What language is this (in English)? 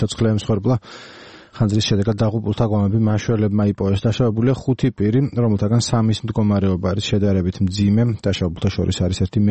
Georgian